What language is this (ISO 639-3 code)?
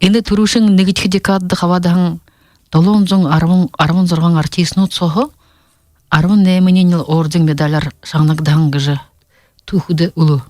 bua